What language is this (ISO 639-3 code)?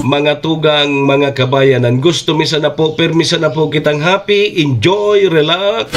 bik